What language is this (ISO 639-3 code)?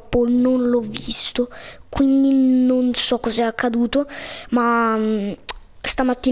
ita